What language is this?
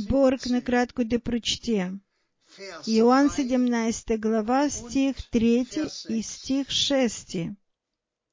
Bulgarian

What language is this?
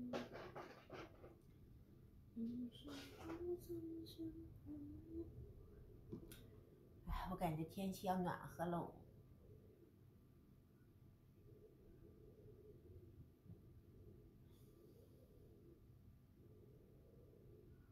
Chinese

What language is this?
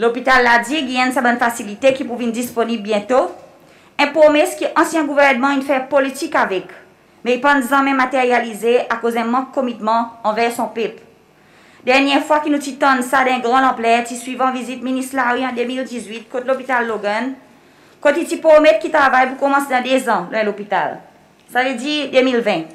Seselwa Creole French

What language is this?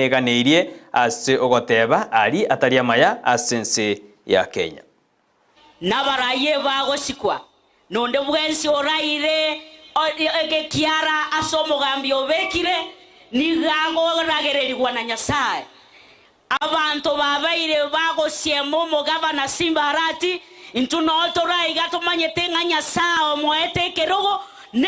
Gusii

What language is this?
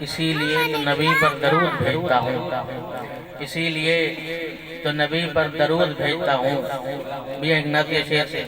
Saraiki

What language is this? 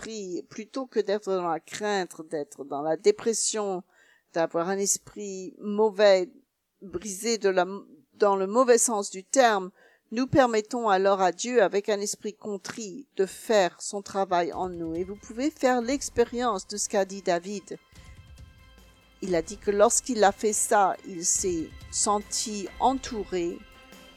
French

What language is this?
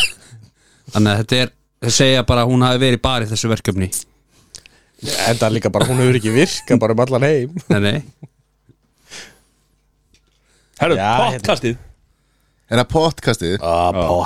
Icelandic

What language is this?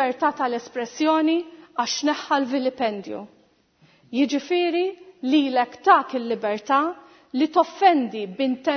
Maltese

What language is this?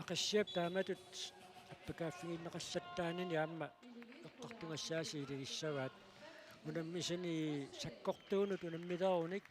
Kalaallisut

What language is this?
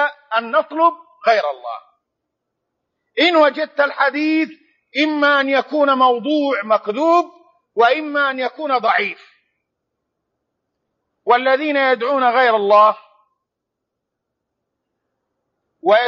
Arabic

